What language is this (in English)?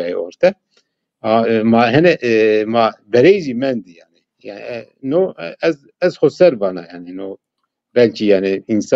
Zaza